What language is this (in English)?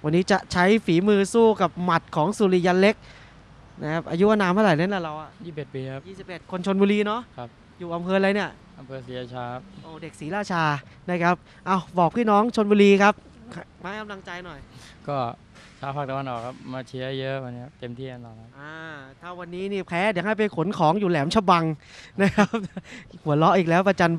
Thai